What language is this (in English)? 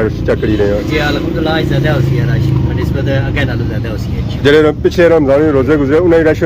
Pahari-Potwari